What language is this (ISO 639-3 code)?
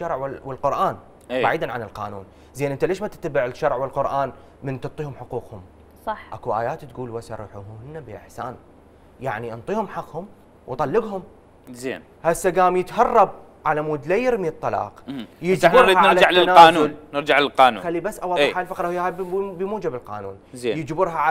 acm